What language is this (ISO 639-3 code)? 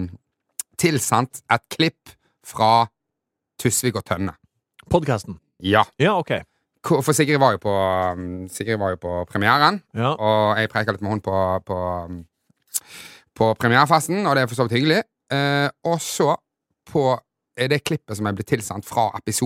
nor